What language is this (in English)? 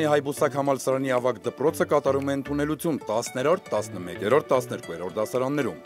Armenian